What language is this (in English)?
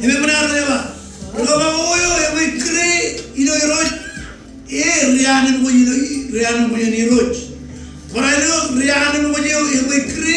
Marshallese